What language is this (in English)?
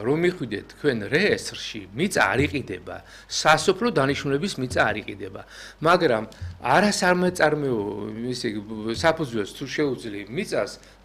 Georgian